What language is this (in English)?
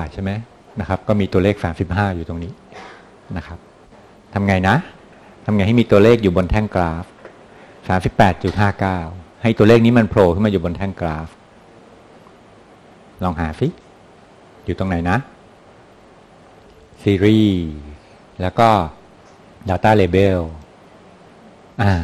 Thai